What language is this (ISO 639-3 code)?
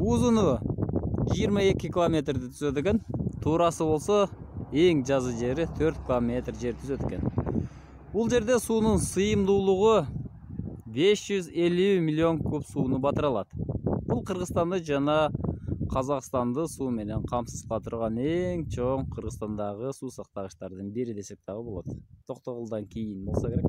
kir